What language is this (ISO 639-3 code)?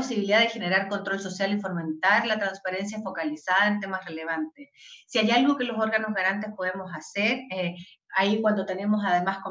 spa